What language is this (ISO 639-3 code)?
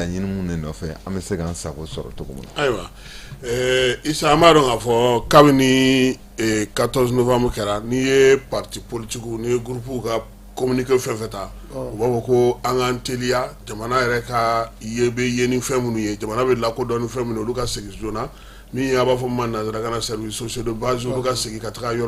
bam